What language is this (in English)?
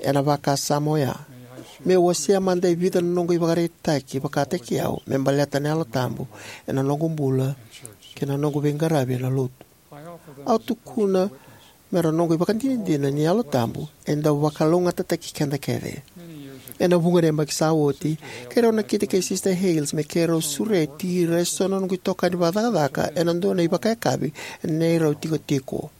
Fijian